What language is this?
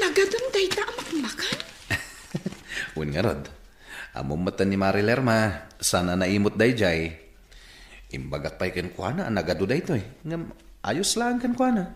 Iloko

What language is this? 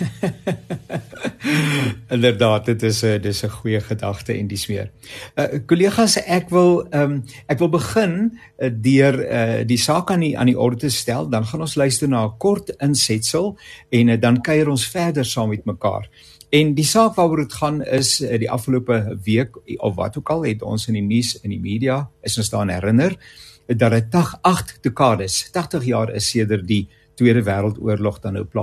Afrikaans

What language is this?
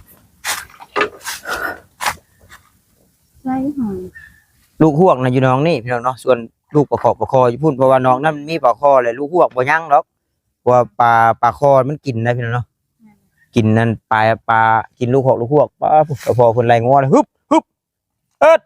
Northeastern Thai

